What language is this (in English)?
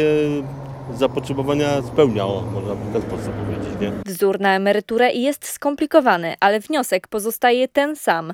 Polish